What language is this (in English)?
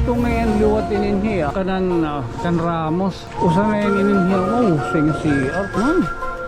Waray